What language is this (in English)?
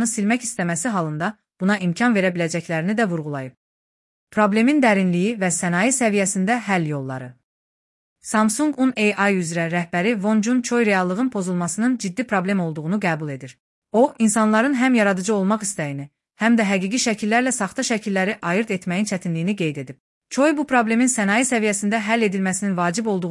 Azerbaijani